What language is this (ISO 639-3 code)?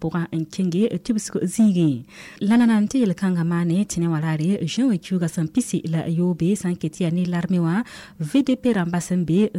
mos